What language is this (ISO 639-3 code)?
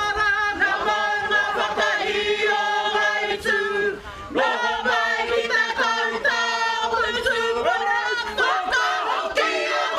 mri